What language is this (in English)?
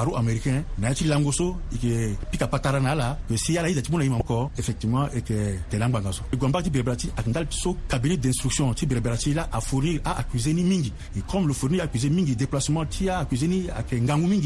Sango